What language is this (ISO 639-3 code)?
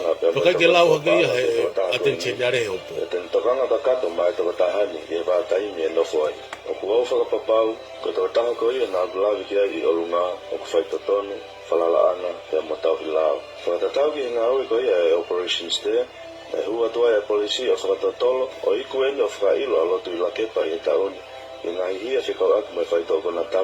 ton